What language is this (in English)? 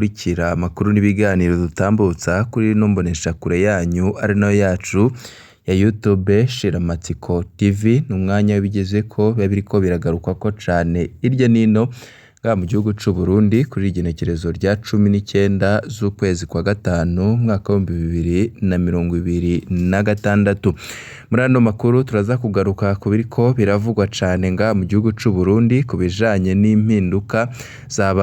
Rundi